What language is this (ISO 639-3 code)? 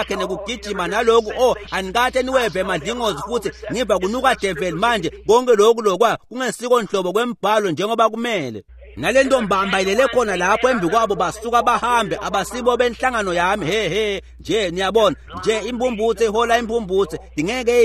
ssw